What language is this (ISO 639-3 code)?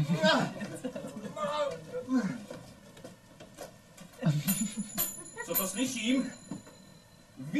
ces